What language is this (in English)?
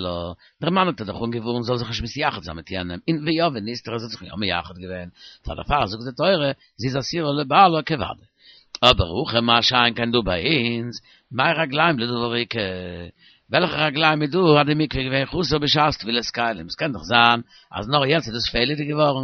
Yiddish